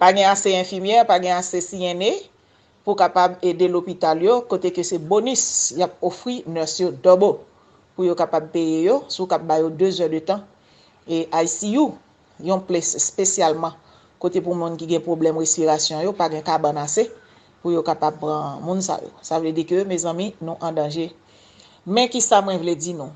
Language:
Haitian Creole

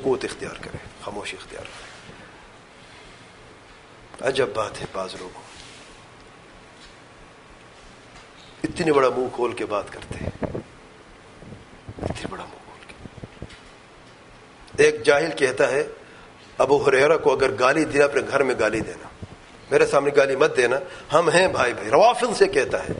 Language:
Urdu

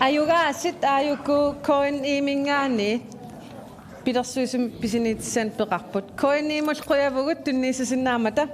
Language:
Kalaallisut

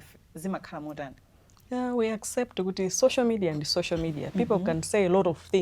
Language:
Nyanja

